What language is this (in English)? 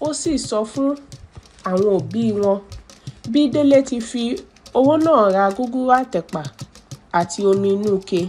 Yoruba